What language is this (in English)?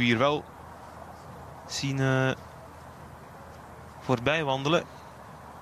Dutch